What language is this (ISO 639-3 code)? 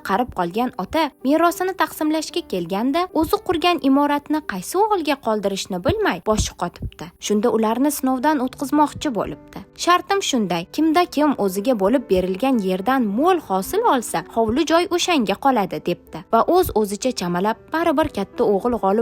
uzb